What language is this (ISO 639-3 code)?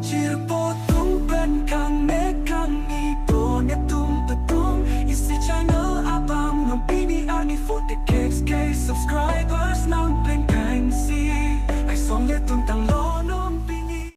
mjw